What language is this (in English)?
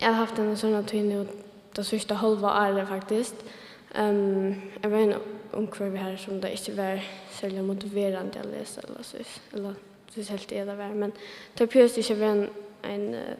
Faroese